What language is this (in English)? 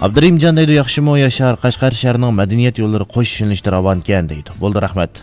Uyghur